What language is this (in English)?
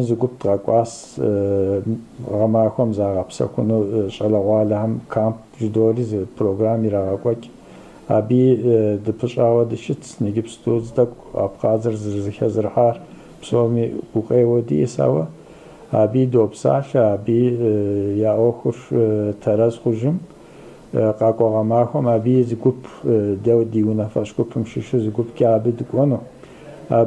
Kabardian